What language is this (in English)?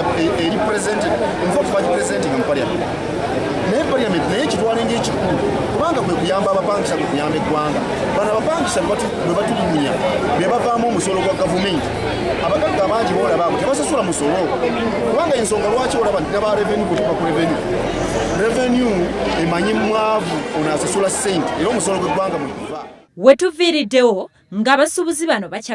Ganda